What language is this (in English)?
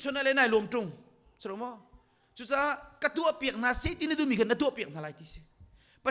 Hakha Chin